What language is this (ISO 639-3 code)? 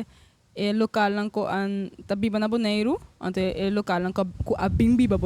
pap